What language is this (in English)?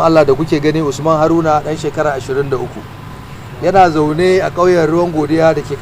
Hausa